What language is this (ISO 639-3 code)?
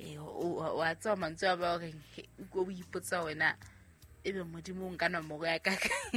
sot